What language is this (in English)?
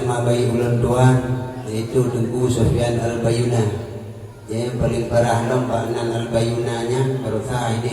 Achinese